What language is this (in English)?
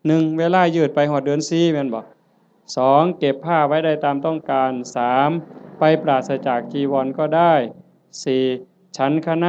Northeastern Thai